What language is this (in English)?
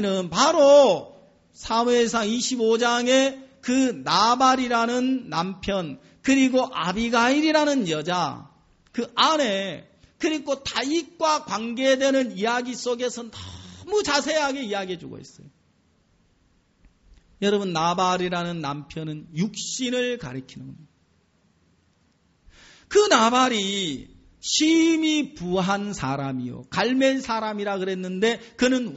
Korean